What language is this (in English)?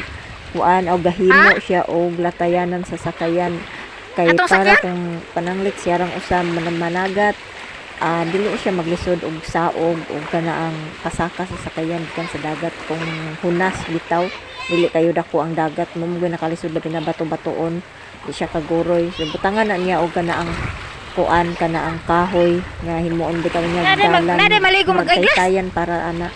Cebuano